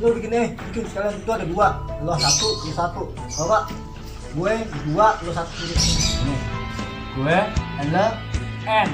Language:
Betawi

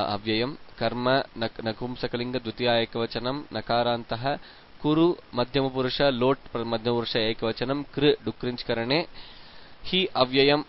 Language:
Sanskrit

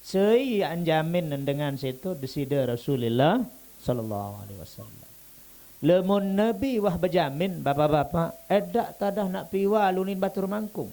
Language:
Sasak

